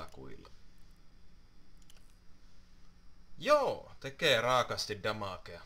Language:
Finnish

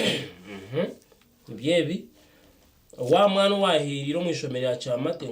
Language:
Nyankole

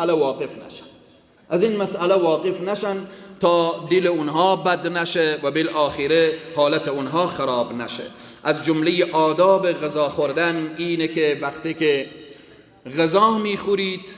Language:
Persian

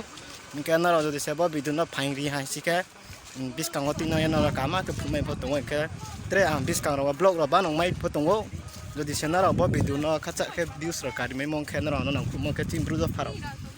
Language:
Riang (India)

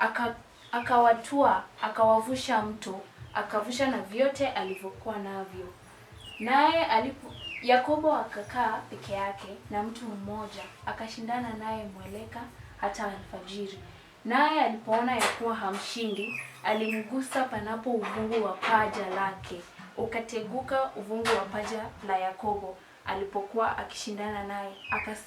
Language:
Swahili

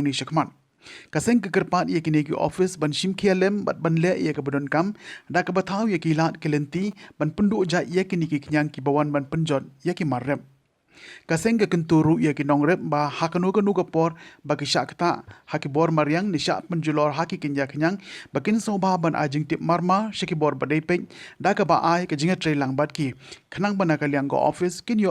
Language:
Khasi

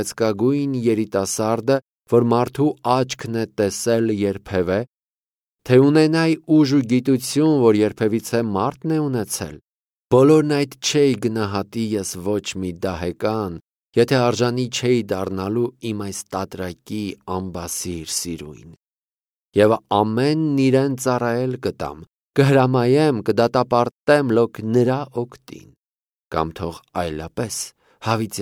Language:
Armenian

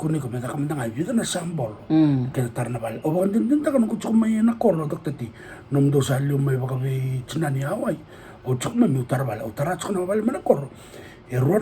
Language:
Fijian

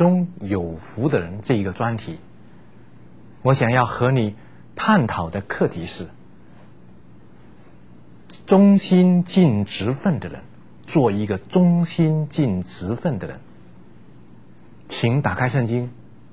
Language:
Chinese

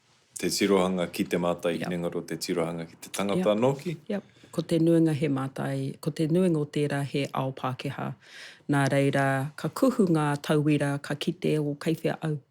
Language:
Māori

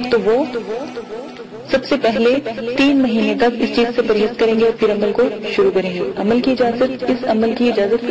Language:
Urdu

